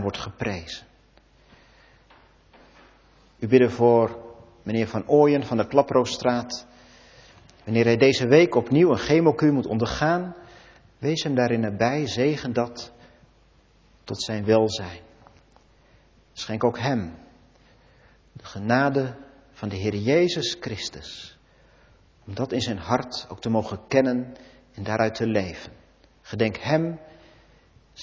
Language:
Dutch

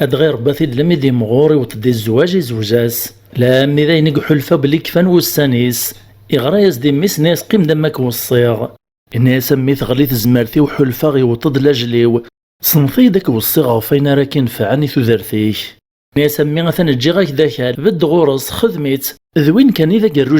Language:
Kabyle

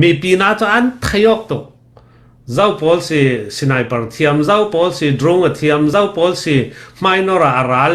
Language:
Falam Chin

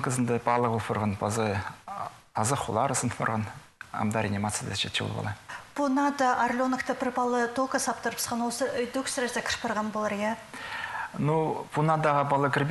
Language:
Khakas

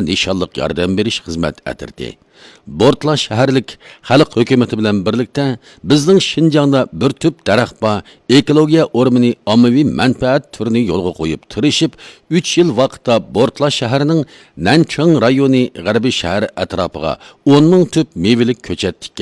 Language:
Uyghur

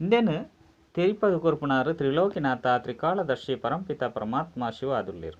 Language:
Tulu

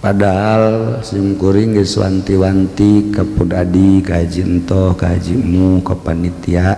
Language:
Sundanese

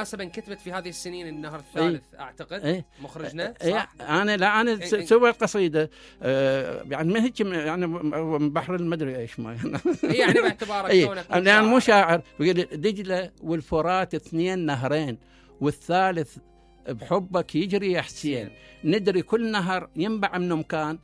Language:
Mesopotamian Arabic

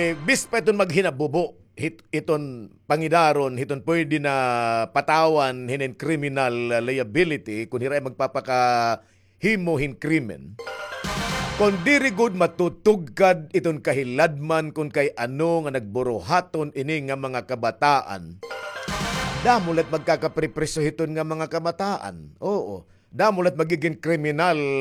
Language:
Waray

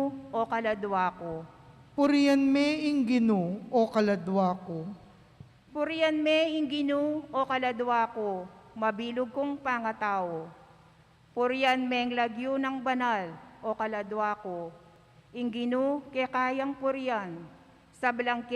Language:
Pampanga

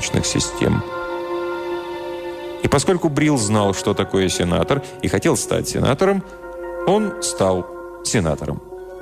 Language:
Russian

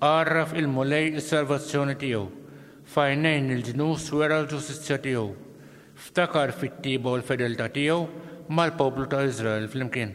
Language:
Maltese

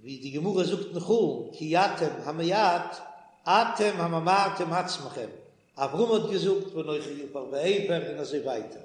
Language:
Yiddish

